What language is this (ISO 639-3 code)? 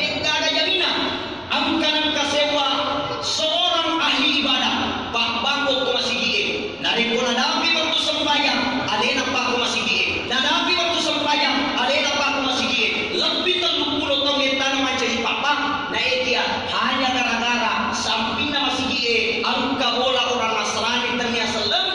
bug